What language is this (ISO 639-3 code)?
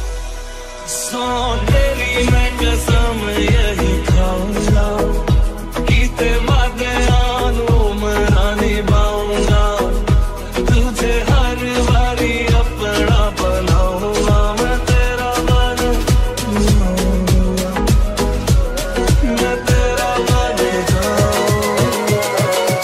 hin